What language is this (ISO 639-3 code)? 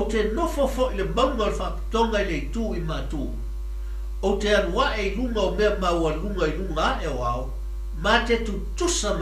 smo